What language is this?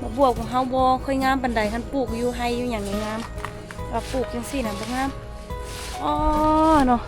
Lao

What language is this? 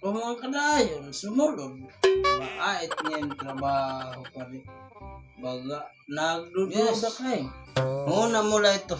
Waray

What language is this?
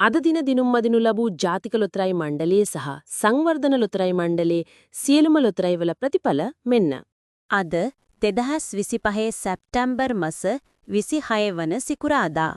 Sinhala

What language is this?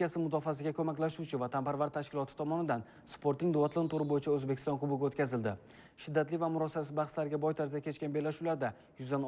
Uzbek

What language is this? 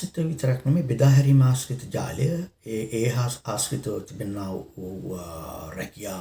Sinhala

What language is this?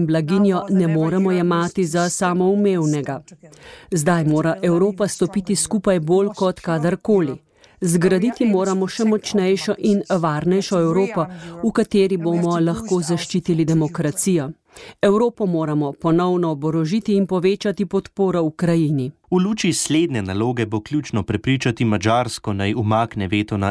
Slovenian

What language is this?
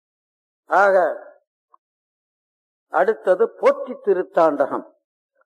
Tamil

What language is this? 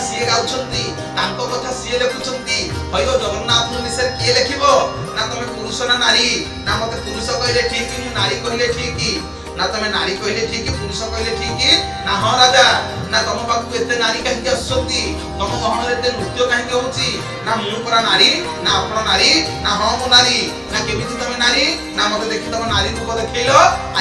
Odia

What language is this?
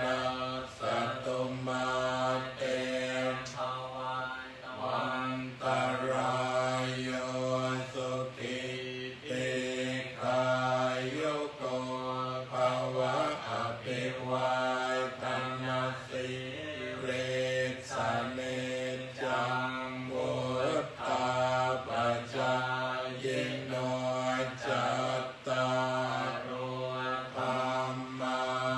Pali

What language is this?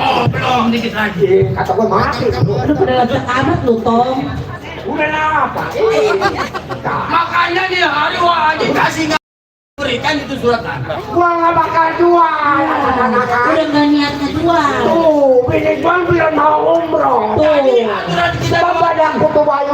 Betawi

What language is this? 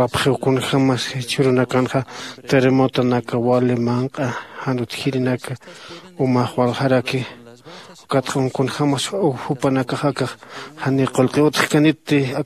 Aymara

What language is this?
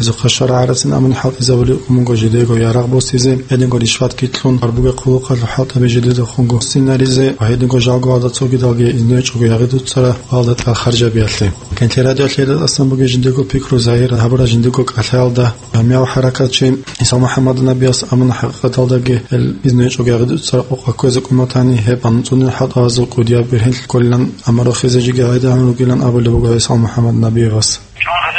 Avaric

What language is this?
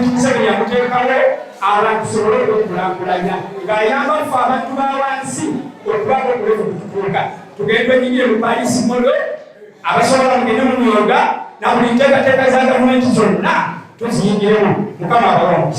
Ganda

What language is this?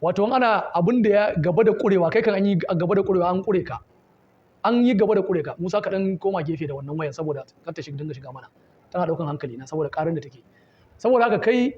Hausa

